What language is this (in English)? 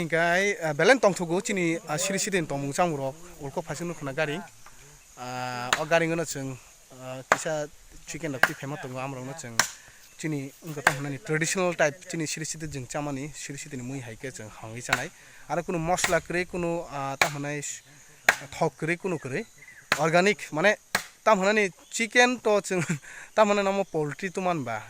Kok Borok